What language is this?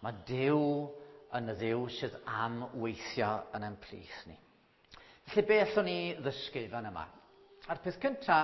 Welsh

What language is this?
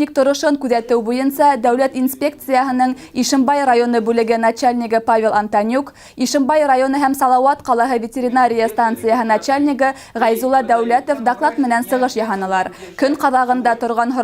Bashkir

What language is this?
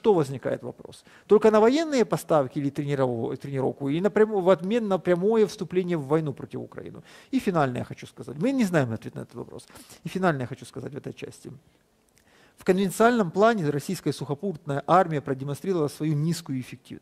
Russian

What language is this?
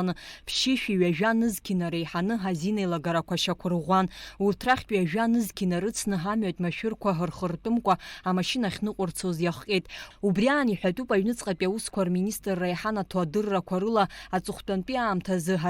Abkhazian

